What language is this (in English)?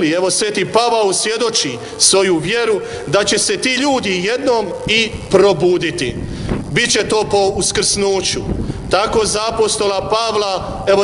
Croatian